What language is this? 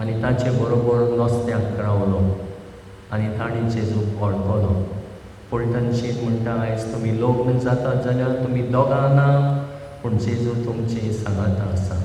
Konkani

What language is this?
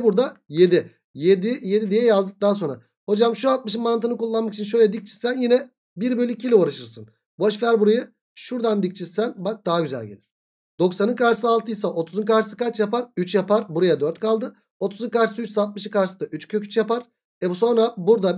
Turkish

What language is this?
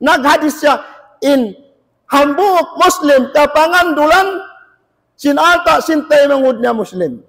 Tausug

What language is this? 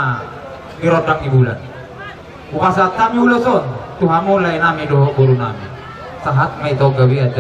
Batak Toba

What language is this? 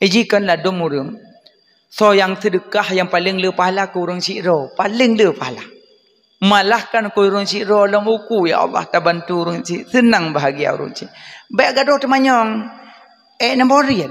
Achinese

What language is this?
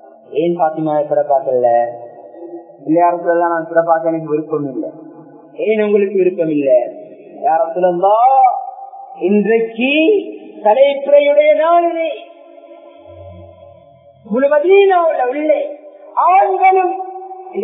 Tamil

